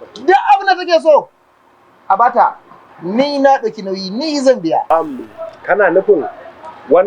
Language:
Hausa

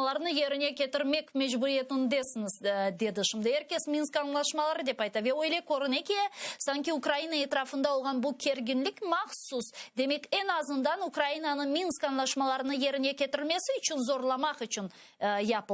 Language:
Crimean Tatar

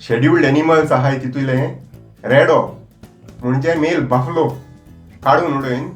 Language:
Konkani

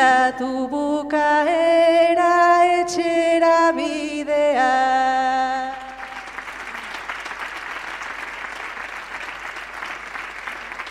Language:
Basque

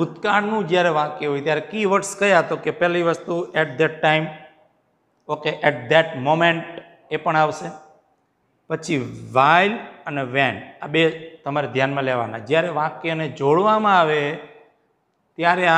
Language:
Gujarati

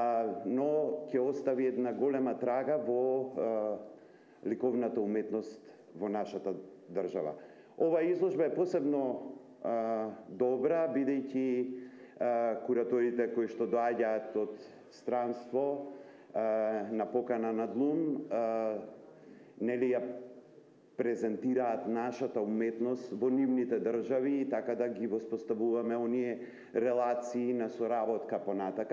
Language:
Macedonian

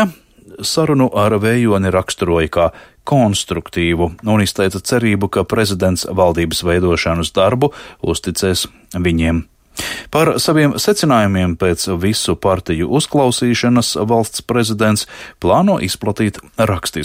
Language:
Latvian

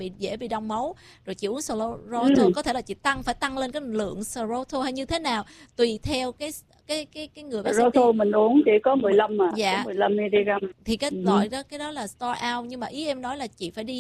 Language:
Vietnamese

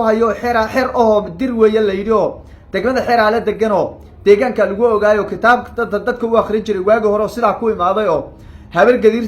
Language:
Somali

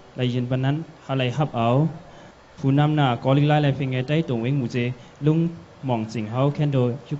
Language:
Shan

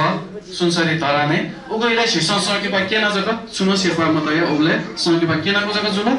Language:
Newari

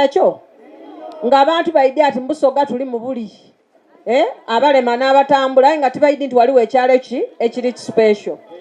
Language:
Soga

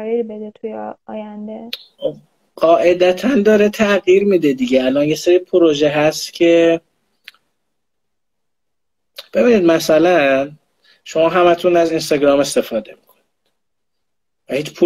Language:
Persian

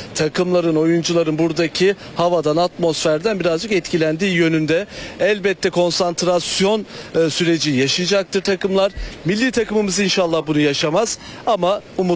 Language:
Turkish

